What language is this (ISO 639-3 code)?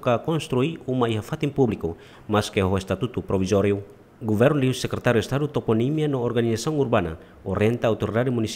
tet